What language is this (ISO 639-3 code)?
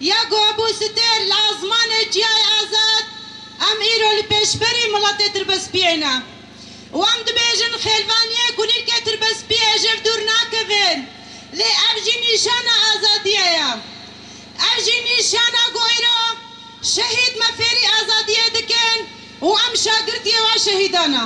kur